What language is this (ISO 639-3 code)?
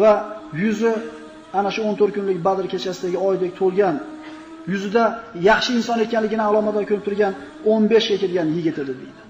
uzb